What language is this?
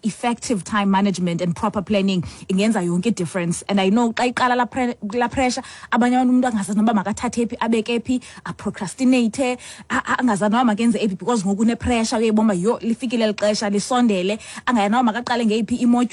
Xhosa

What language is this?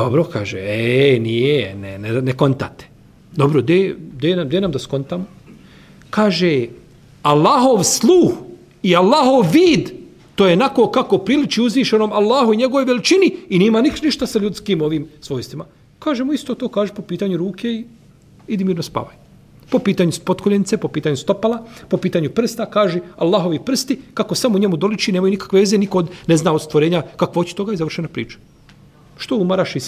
Bosnian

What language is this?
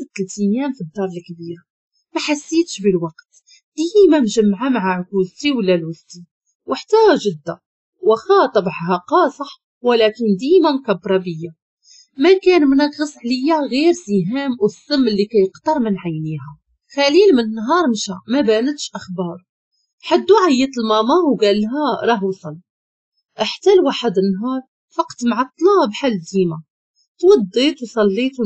Moroccan Arabic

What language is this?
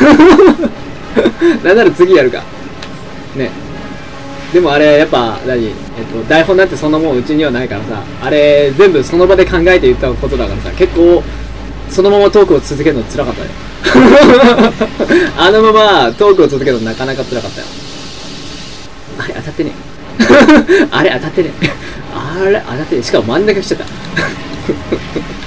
Japanese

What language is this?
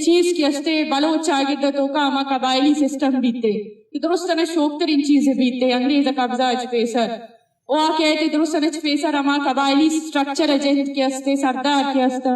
Eastern Balochi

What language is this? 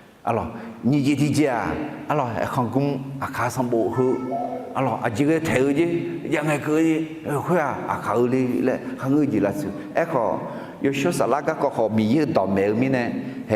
Akha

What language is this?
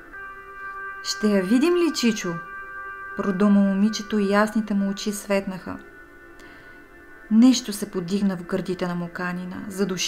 Bulgarian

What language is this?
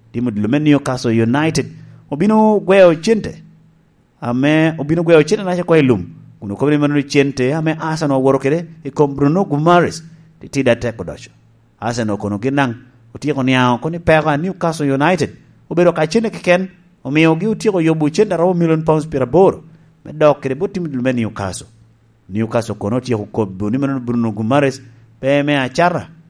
Lango (Uganda)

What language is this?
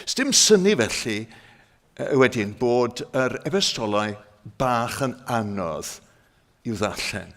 Welsh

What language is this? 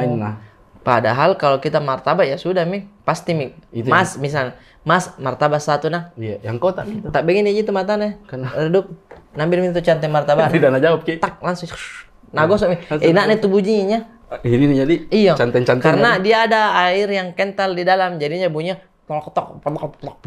Makassar Malay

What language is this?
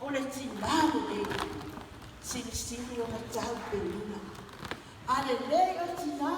Samoan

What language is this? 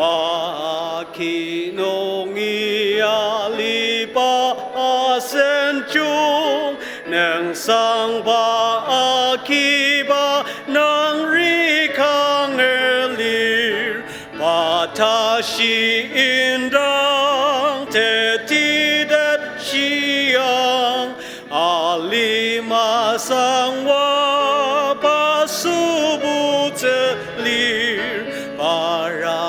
Ao Naga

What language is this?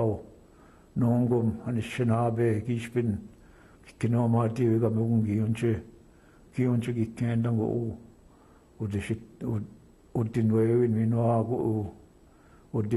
Chippewa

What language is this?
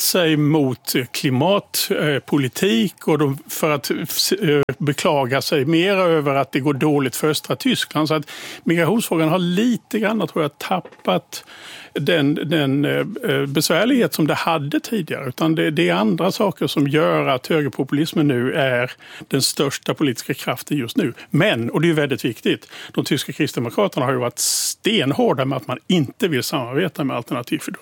Swedish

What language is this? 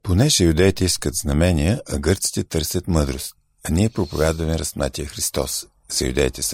Bulgarian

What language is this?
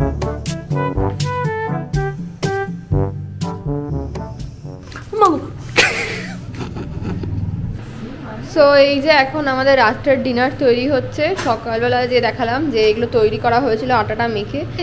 Bangla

